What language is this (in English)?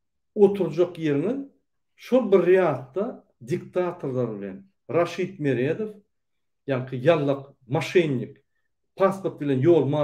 Turkmen